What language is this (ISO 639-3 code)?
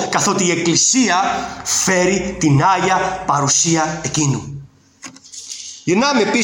ell